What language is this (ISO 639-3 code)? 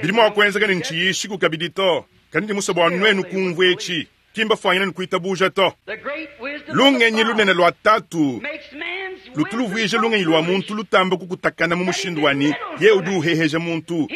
lua